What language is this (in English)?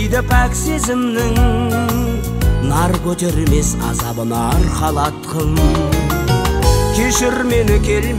Kazakh